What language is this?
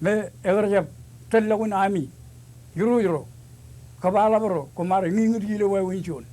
Marshallese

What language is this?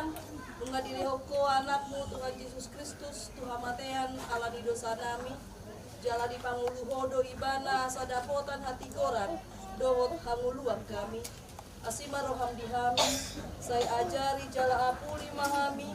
Batak Toba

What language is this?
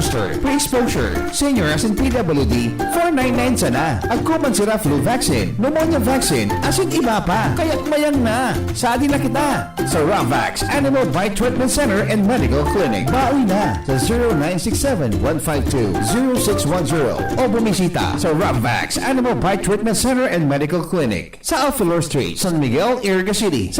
Bikol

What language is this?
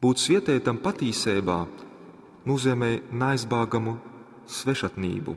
Latgalian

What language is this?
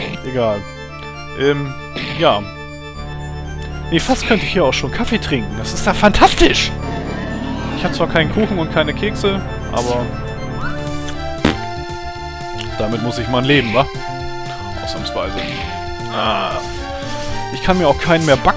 German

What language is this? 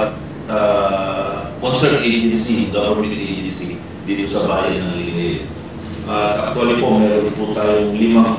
Pangasinan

